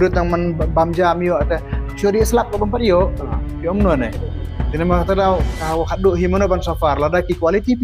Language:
Khasi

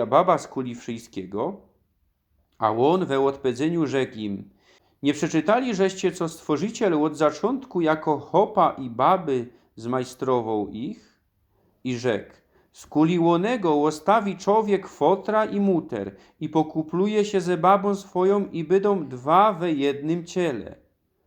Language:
Silesian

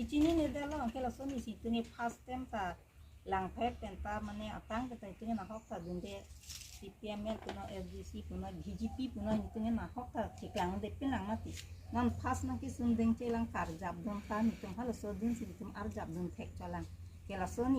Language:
Karbi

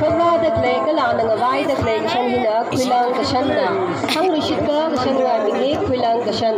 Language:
Tangkhul Naga (India)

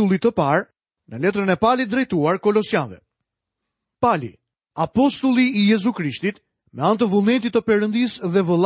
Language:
Albanian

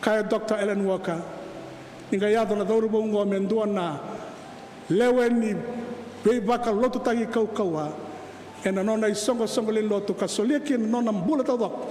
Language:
Fijian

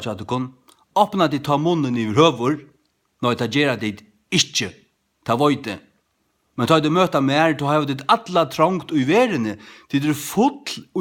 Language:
Faroese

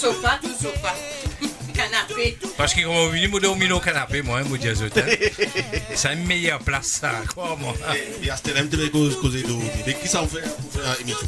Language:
Morisyen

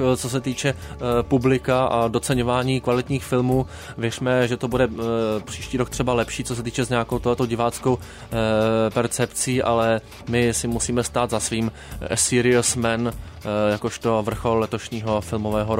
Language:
Czech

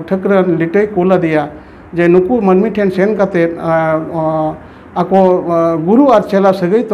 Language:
Santali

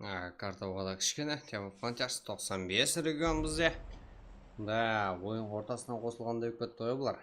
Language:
Kara-Kalpak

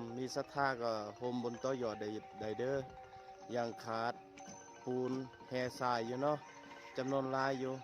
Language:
Lao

